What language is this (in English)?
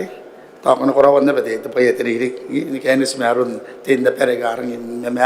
Gilbertese